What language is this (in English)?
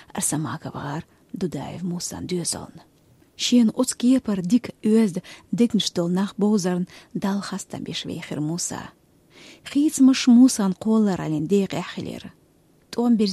Chechen